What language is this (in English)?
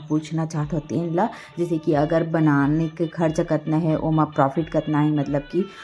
Chhattisgarhi